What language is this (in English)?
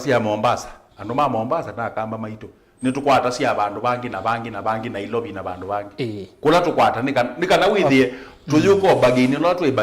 Kamba